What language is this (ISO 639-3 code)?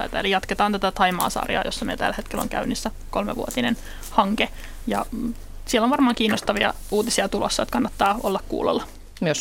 fin